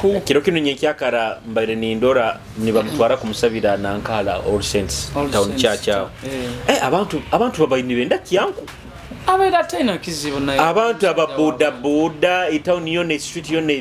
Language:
Nyoro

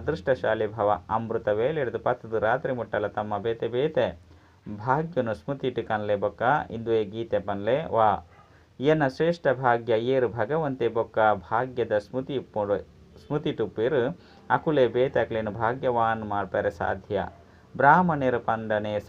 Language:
Tulu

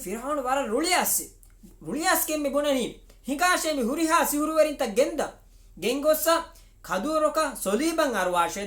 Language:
Divehi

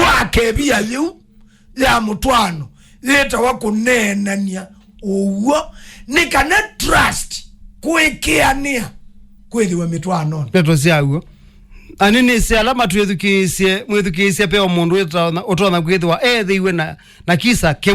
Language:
Kamba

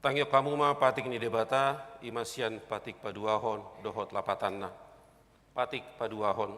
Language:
Batak Toba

